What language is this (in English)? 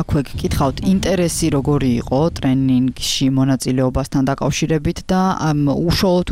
Georgian